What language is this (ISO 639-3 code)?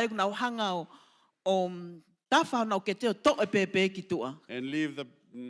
ton